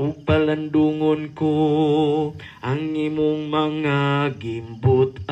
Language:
Cebuano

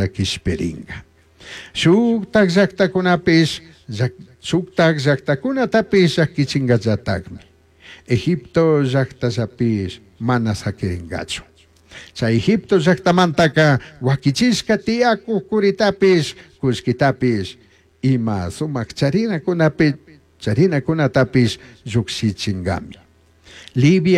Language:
Chimborazo Highland Quichua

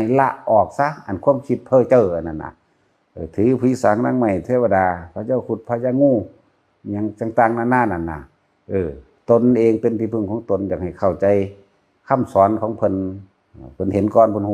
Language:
Northeastern Thai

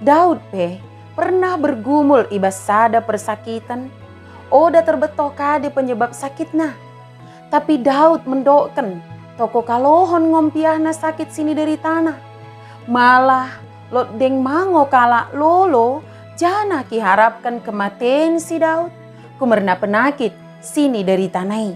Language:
Batak Dairi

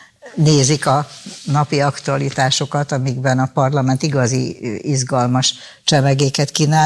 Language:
Hungarian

